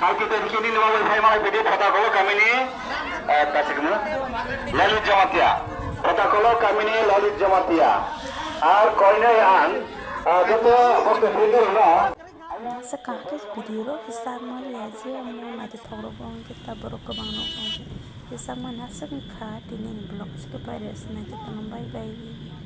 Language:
Kok Borok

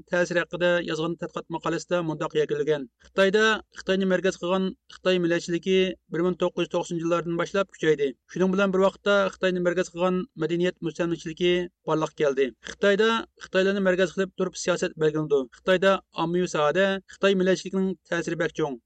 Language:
Uyghur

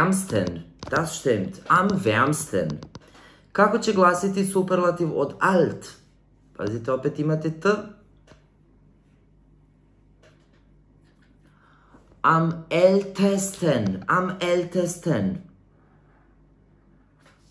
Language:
Serbian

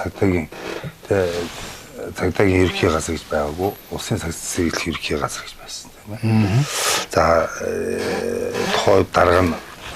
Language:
Mongolian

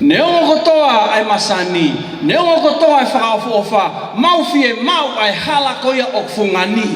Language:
Tongan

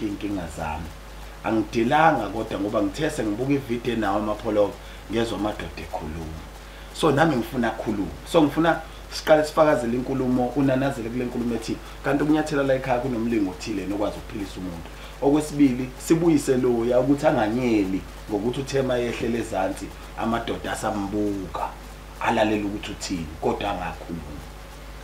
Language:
Zulu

